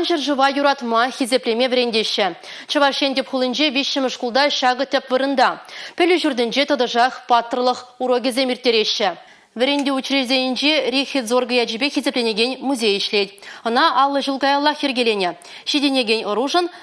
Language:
Chuvash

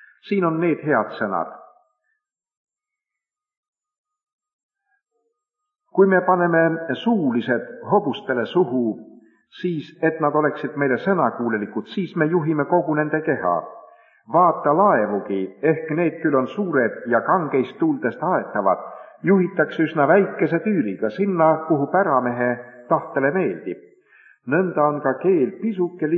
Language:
Estonian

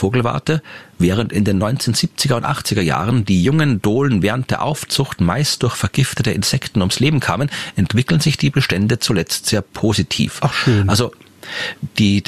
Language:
German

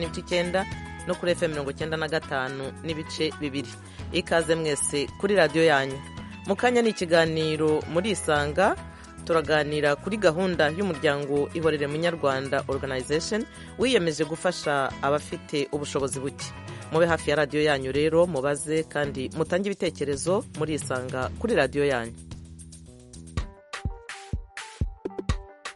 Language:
Kinyarwanda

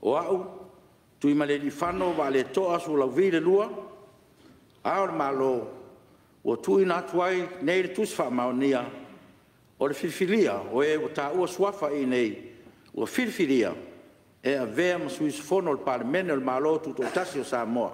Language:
Samoan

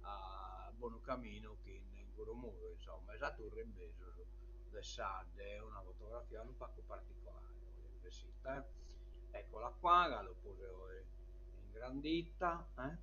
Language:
Sardinian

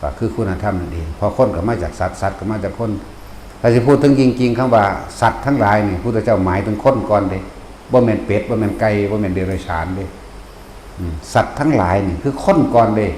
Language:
Northeastern Thai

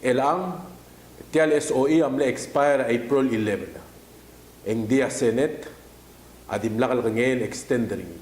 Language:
Palauan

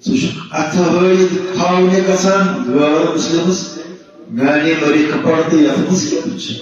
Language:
Kashmiri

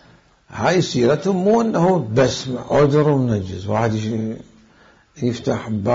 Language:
Mesopotamian Arabic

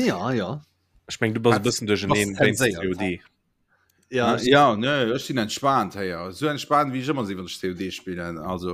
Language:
Luxembourgish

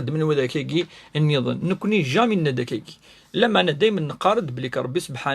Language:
Kabyle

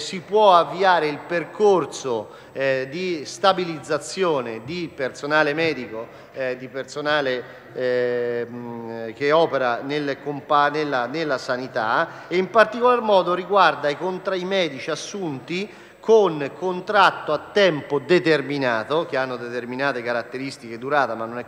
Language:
Italian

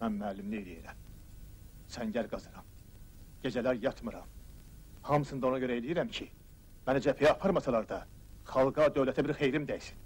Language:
Azerbaijani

